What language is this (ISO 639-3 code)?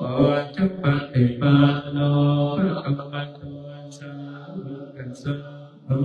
pli